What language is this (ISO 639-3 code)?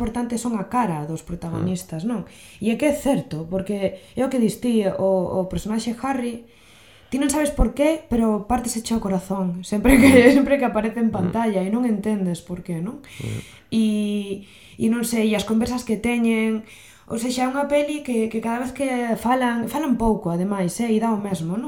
glg